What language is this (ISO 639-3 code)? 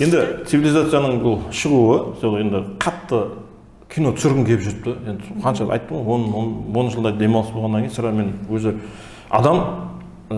kaa